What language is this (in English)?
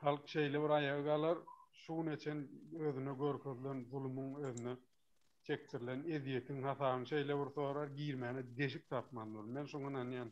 Turkmen